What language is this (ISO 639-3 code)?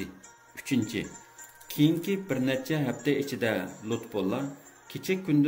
uig